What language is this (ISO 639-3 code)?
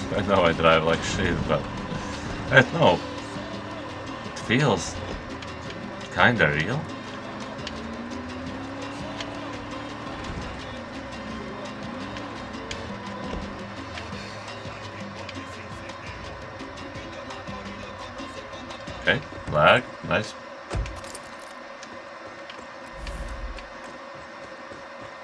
eng